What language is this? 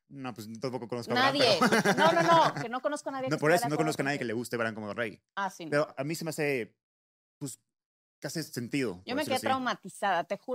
Spanish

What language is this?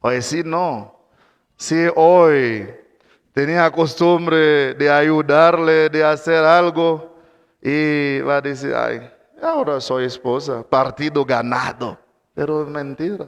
Kekchí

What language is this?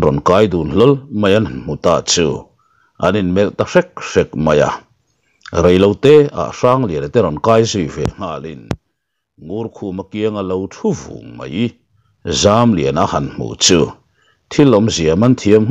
Mizo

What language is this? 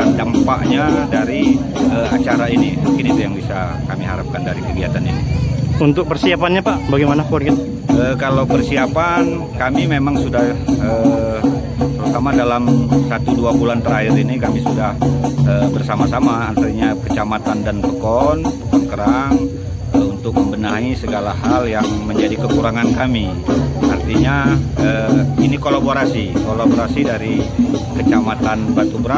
Indonesian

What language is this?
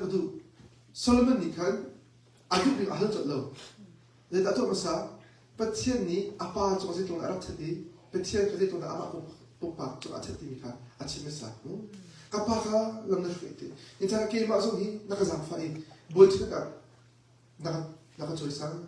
Hakha Chin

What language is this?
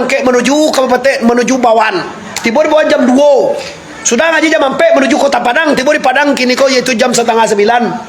Minangkabau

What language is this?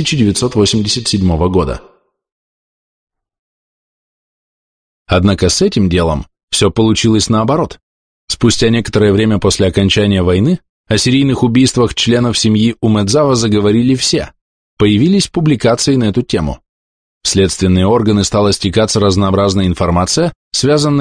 Russian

